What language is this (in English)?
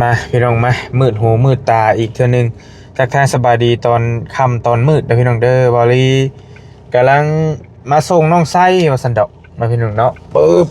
Northeastern Thai